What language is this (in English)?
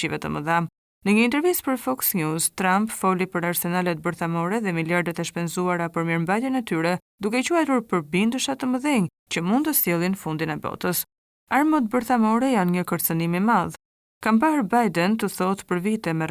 Albanian